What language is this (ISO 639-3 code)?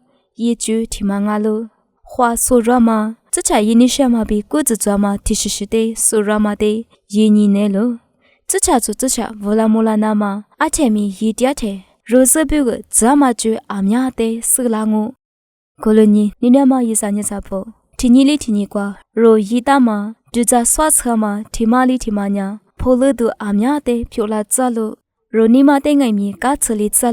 lis